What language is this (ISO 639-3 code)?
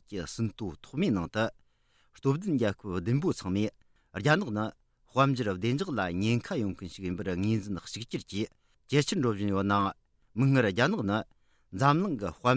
bod